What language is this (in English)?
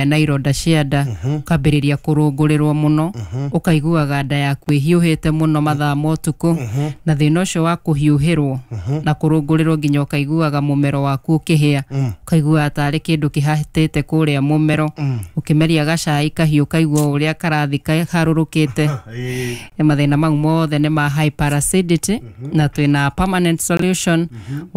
Kikuyu